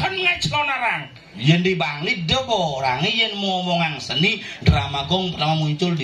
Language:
Balinese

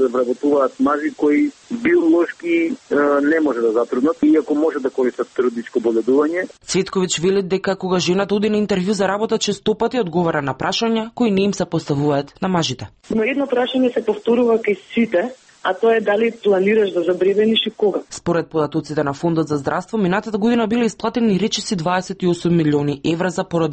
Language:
Macedonian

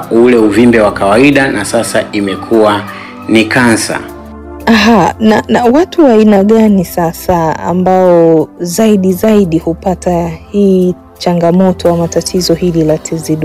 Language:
Swahili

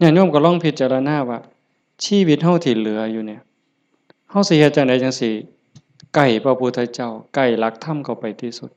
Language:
Northeastern Thai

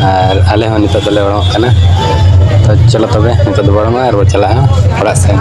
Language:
Santali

